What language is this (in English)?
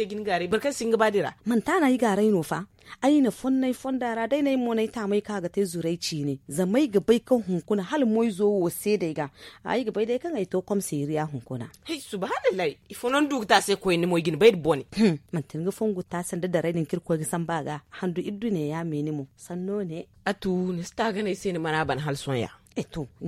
Zarma